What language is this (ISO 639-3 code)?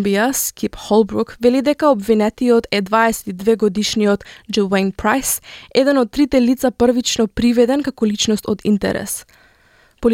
mkd